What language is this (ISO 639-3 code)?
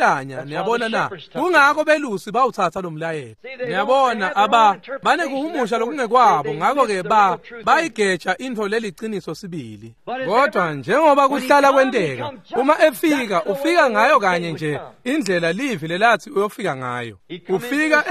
ssw